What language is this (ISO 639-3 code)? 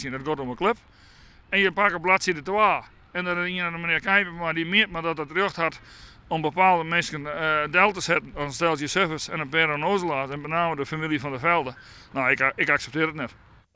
fry